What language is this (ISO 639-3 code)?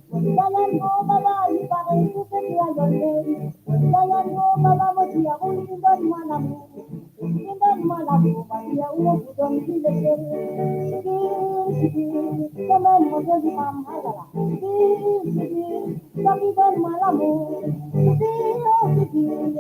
mfe